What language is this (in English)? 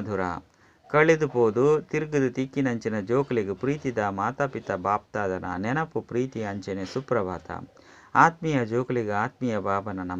Tulu